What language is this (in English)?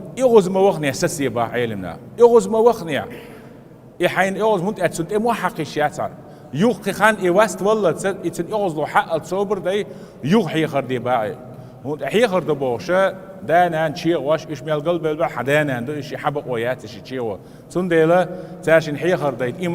Chechen